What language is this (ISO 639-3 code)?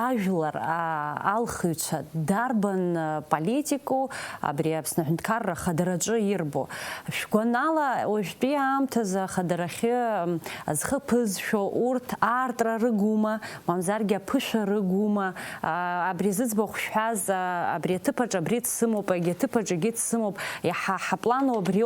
abk